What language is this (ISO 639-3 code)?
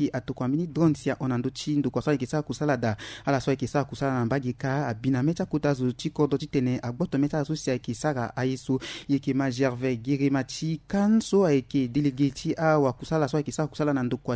sag